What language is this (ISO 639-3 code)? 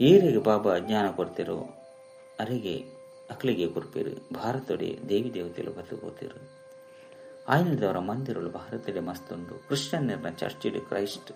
tcy